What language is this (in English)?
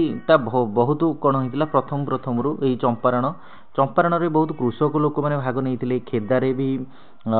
Odia